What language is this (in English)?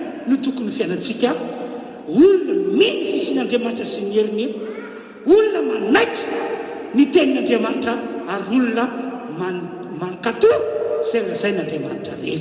Malagasy